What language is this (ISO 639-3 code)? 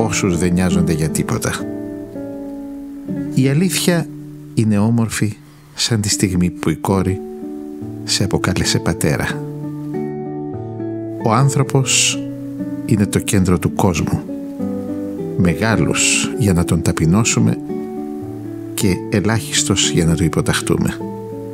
ell